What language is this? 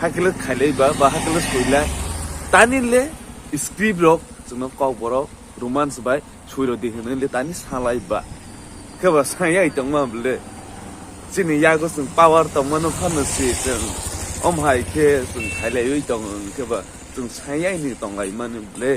Kok Borok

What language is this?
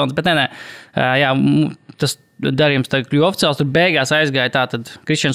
Latvian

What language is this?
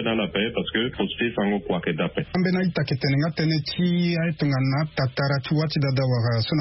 Sango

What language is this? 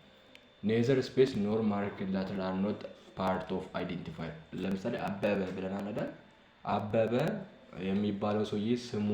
Amharic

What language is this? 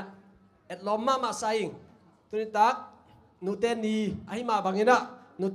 Tedim Chin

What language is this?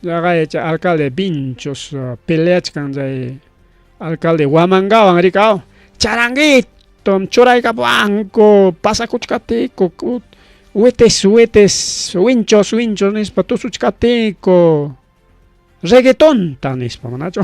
Ayacucho Quechua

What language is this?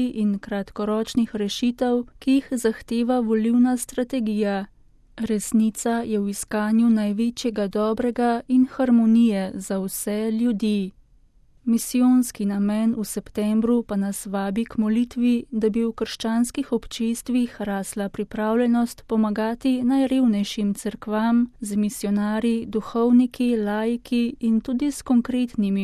Slovenian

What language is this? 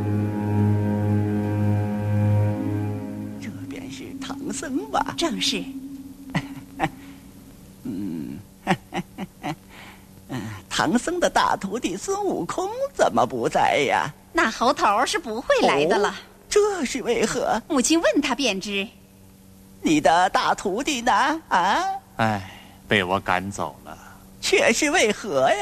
Chinese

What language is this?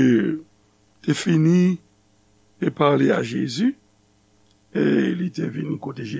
Haitian Creole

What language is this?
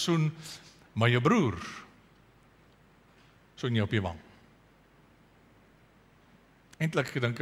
Afrikaans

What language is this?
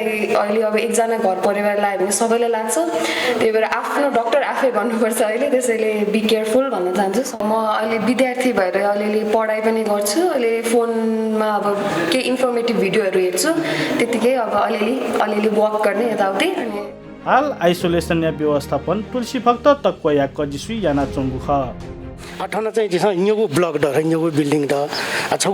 Newari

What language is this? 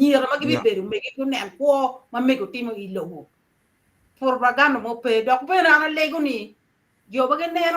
Acoli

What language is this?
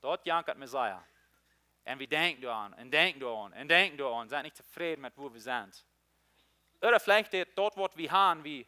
Plautdietsch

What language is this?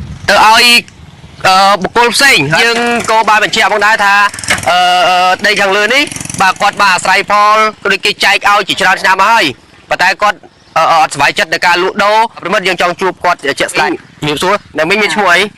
Khmer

